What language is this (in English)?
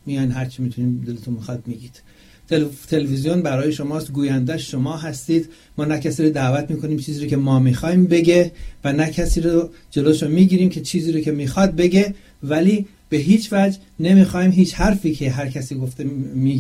Persian